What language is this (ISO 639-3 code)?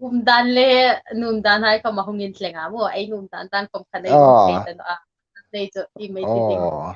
hmr